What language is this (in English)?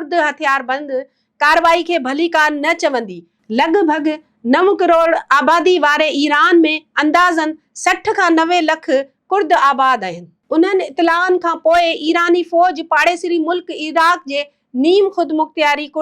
Sindhi